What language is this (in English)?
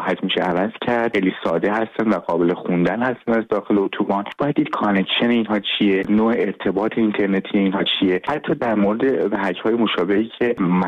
Persian